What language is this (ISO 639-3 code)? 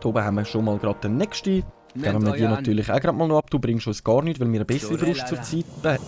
gsw